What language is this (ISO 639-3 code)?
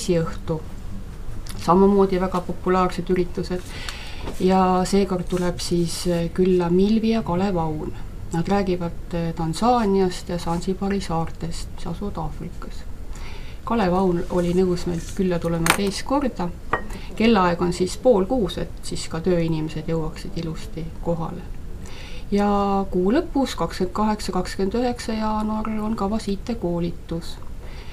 est